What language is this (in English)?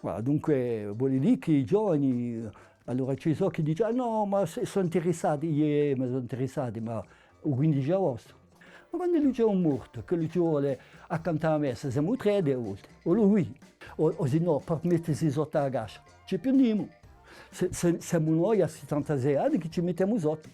Corsican